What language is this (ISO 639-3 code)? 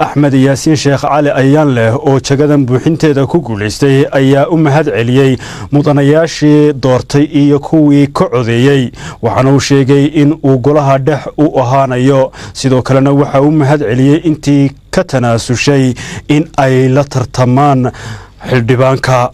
som